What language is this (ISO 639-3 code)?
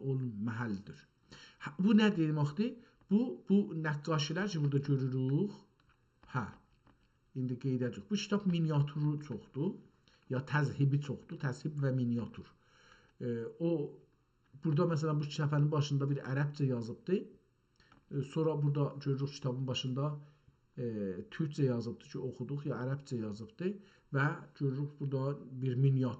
azb